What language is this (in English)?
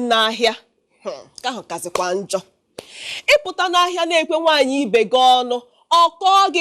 Igbo